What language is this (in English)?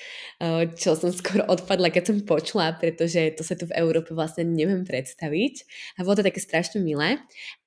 Slovak